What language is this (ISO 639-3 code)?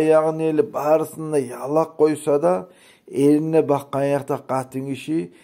kum